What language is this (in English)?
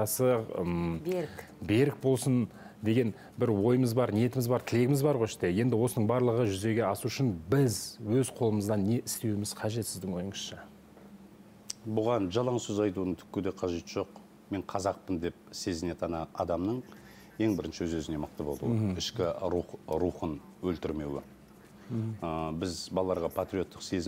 Kazakh